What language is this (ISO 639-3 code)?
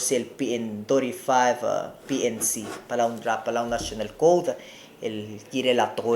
pau